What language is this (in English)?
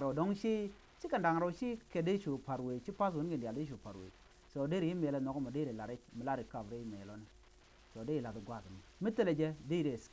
Nuer